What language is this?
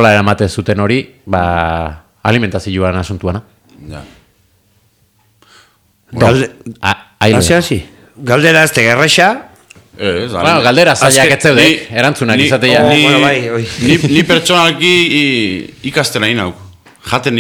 Basque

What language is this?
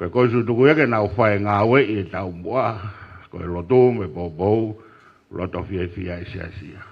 Tongan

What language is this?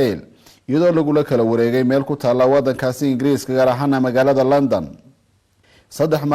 Somali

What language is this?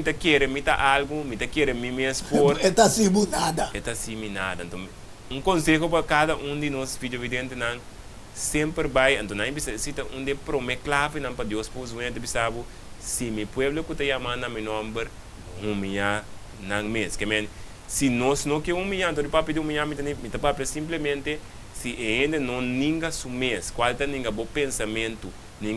Papiamento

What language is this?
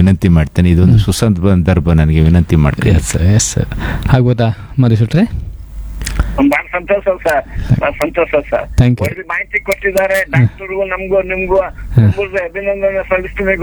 Kannada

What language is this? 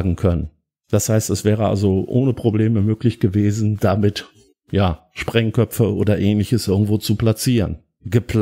German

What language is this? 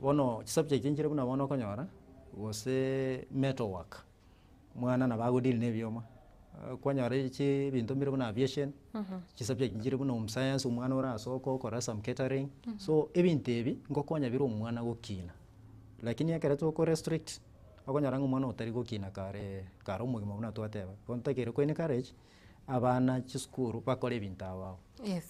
Gusii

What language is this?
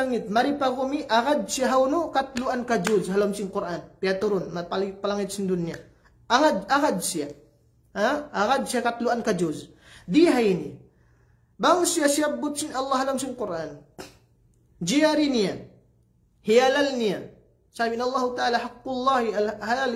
Tausug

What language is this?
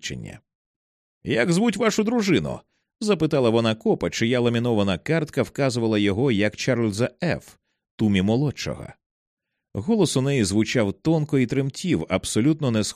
Ukrainian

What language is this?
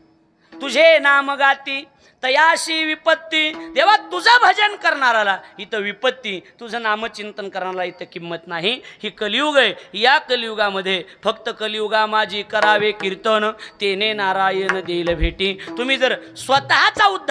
Marathi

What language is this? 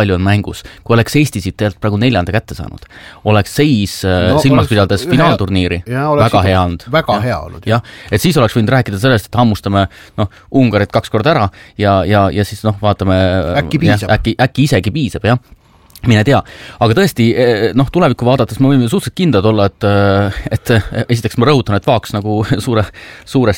Estonian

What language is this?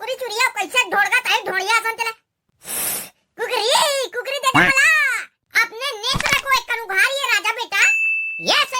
Chhattisgarhi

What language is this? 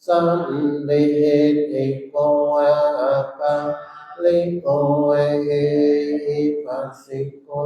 Pali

